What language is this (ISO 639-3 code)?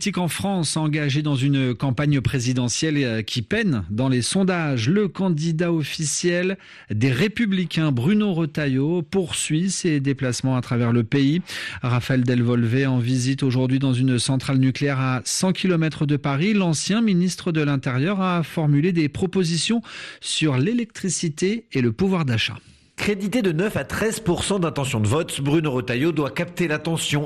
fra